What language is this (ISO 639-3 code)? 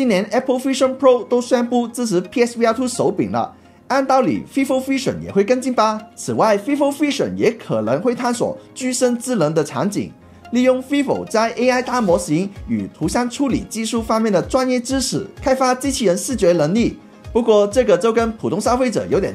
zho